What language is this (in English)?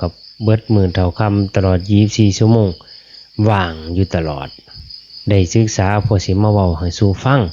Lao